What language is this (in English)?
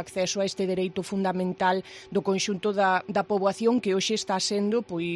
Galician